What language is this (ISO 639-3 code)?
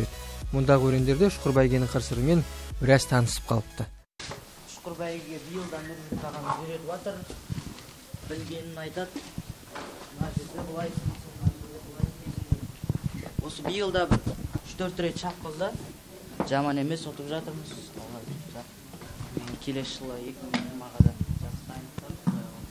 kaz